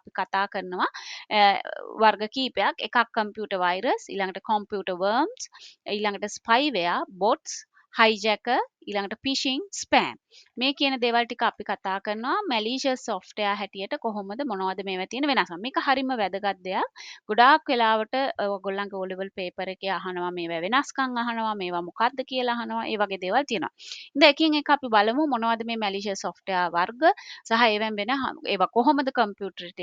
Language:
Sinhala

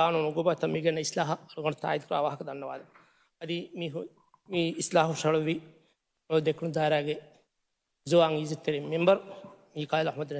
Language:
Divehi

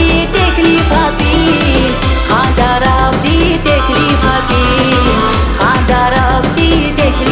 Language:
Tabassaran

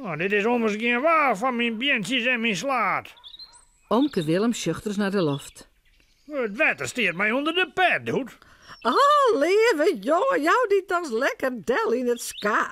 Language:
Western Frisian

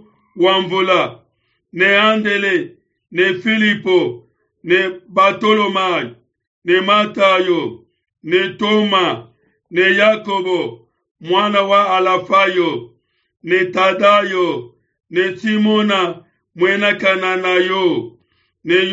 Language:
Luba-Lulua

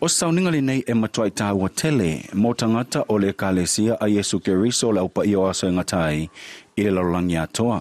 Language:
Samoan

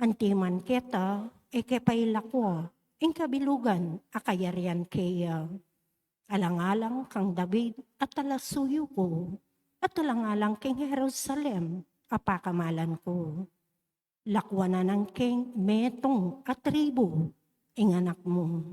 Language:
Pampanga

